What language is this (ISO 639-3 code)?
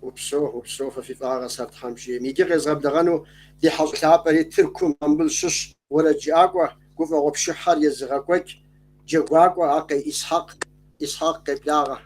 kbd